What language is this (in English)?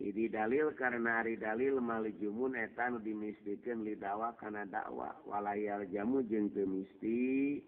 Sundanese